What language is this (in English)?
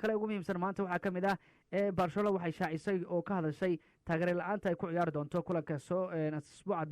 Somali